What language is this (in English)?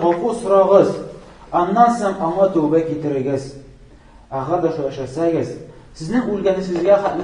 Tatar